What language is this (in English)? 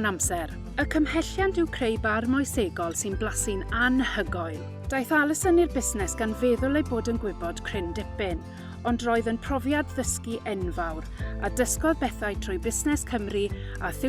Welsh